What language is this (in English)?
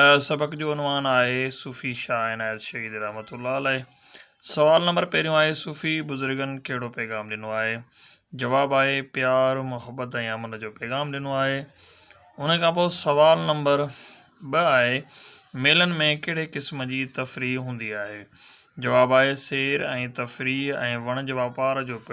Sindhi